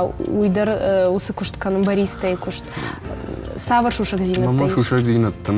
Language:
Ossetic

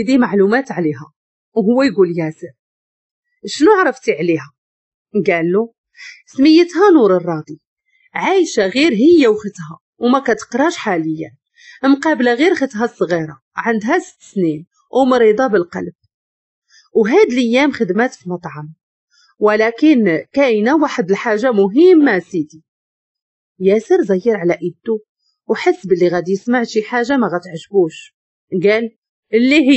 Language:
Moroccan Arabic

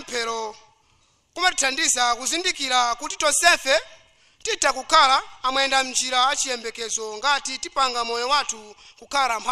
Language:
Nyanja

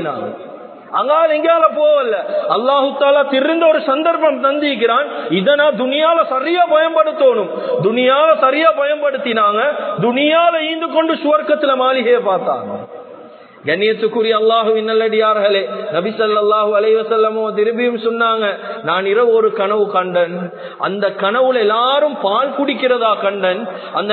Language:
Tamil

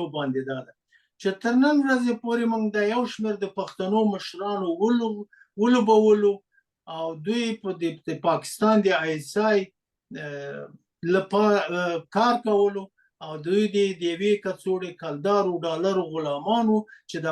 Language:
Pashto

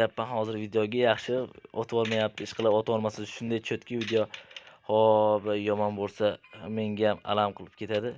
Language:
Uzbek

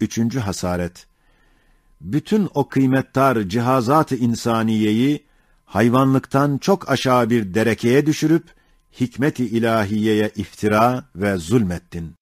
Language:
Ottoman Turkish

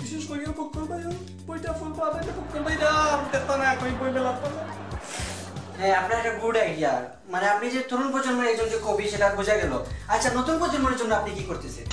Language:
Sylheti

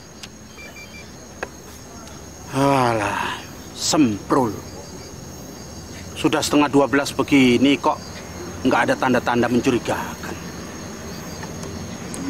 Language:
Indonesian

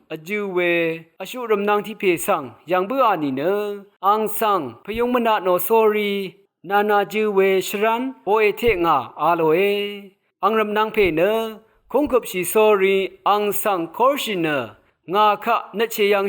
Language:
Rawang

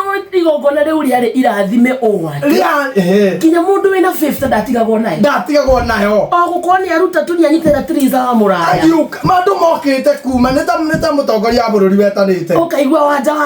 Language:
Kikuyu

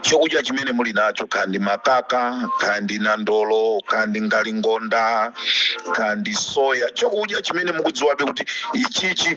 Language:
Nyanja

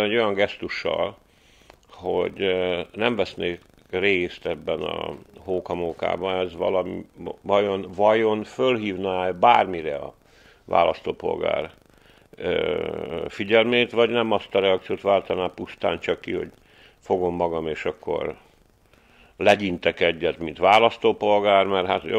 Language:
Hungarian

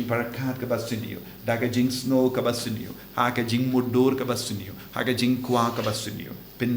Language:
Khasi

